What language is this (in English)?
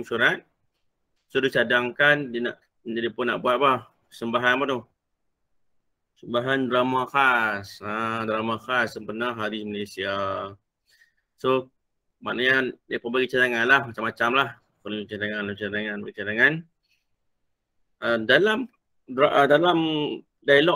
Malay